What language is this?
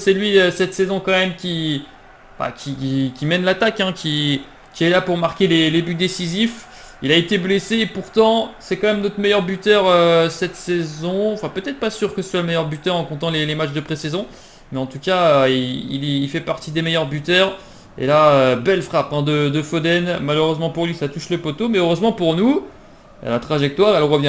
French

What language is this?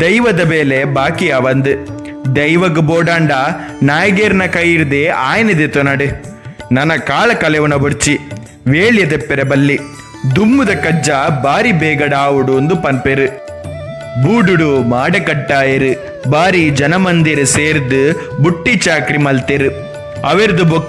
Tulu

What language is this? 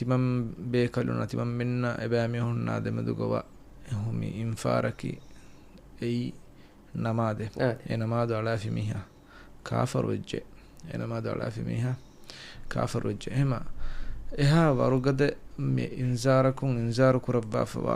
Divehi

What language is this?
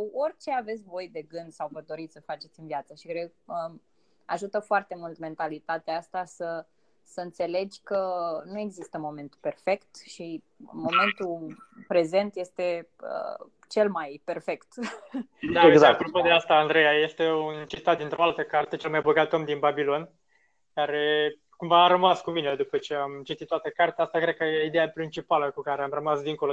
Romanian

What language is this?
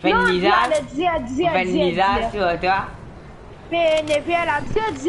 Morisyen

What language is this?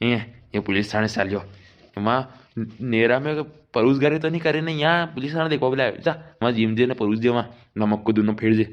Rajasthani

